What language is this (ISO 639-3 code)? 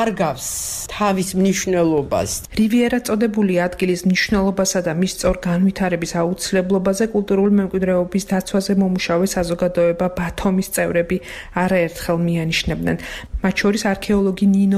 kat